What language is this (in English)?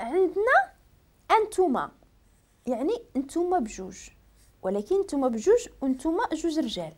Moroccan Arabic